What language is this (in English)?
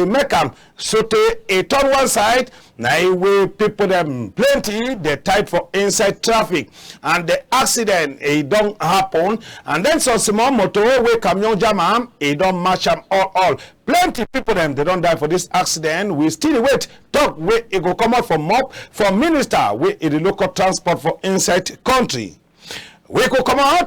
Cameroon Pidgin